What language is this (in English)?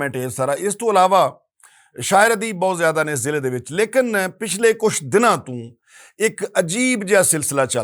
Western Panjabi